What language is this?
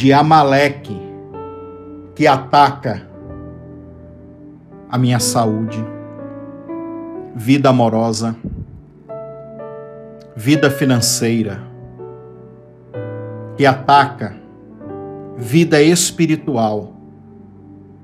Portuguese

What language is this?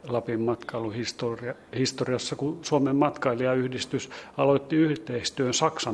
Finnish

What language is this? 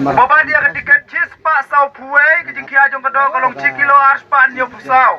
Khasi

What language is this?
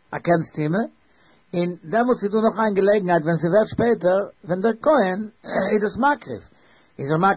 Yiddish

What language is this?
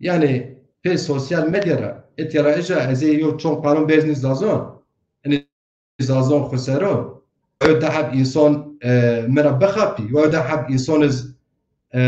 Zaza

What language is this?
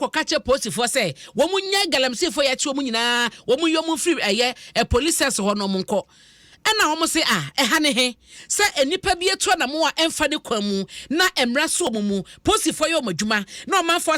Akan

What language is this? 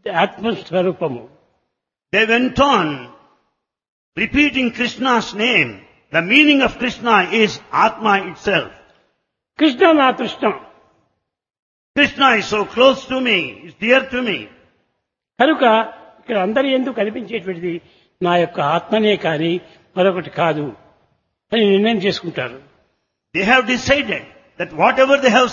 Telugu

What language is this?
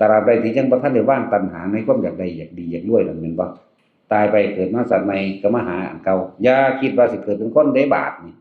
Northeastern Thai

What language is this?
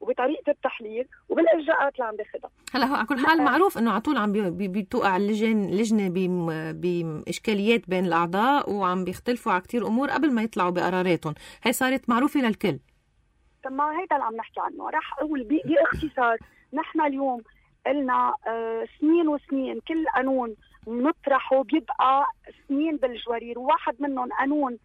North Levantine Arabic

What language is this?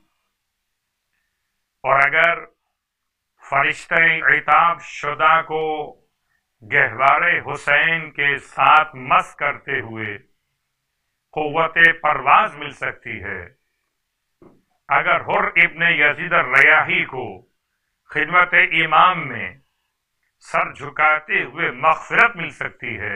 Urdu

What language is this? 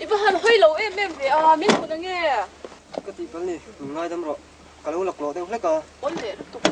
Mizo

